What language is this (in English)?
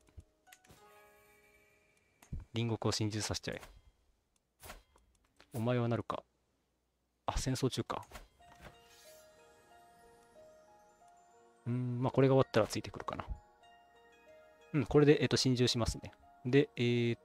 Japanese